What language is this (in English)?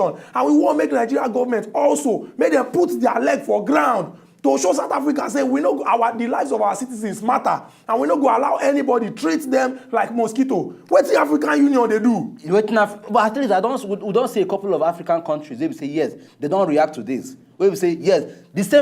Nigerian Pidgin